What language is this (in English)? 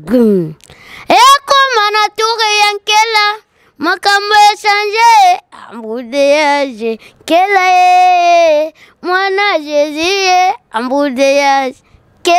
Lingala